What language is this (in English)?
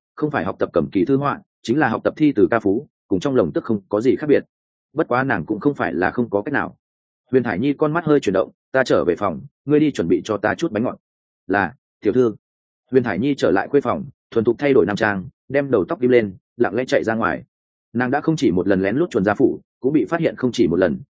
Vietnamese